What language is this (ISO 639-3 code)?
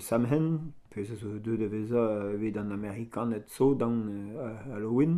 bre